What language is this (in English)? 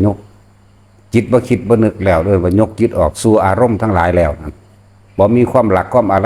Northeastern Thai